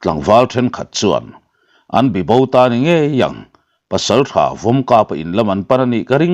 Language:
Mizo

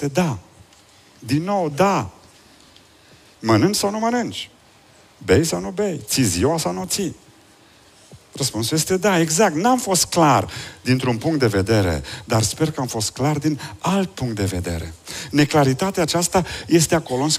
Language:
Romanian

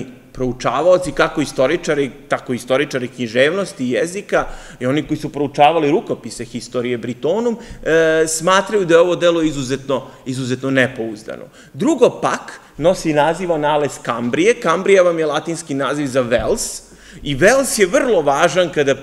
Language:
Serbian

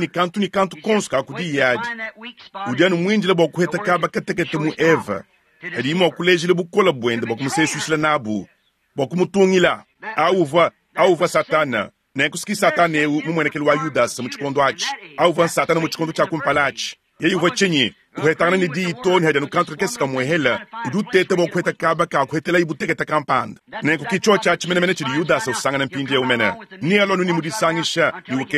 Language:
Luba-Lulua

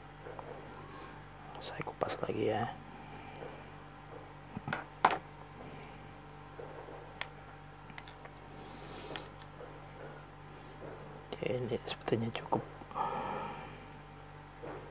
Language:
Indonesian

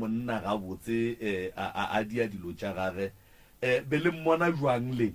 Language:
Northern Sotho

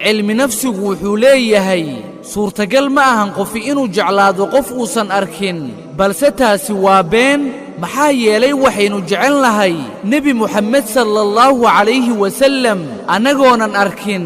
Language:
Somali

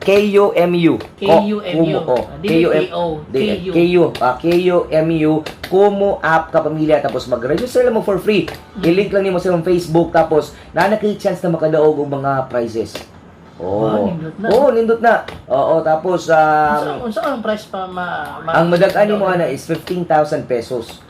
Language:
Cebuano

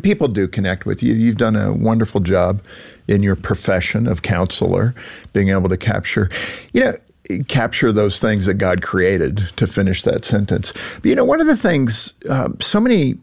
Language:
English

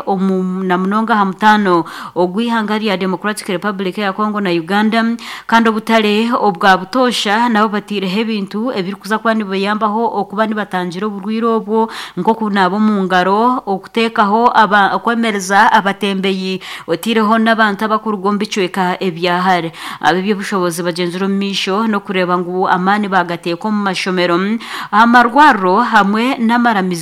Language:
Nyankole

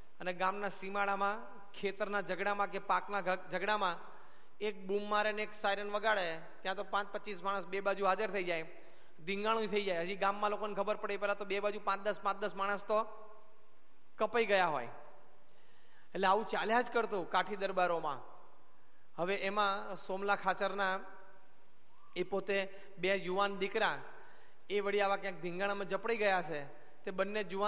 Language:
Gujarati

